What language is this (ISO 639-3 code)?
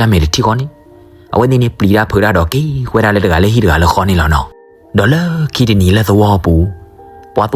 ksw